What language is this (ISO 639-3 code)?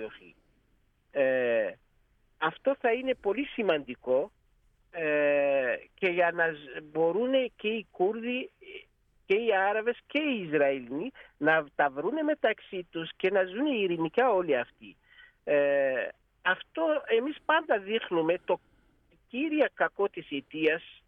ell